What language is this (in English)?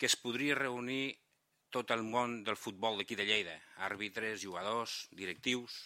Catalan